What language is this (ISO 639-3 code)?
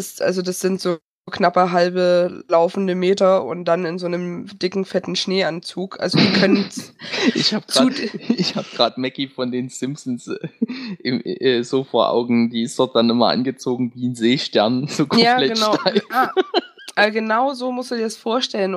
deu